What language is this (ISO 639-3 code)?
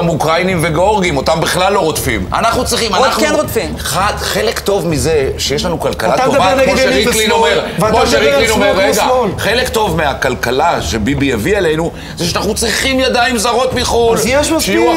heb